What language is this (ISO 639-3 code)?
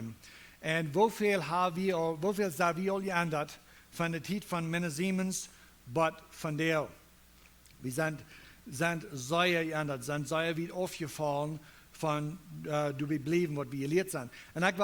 pdt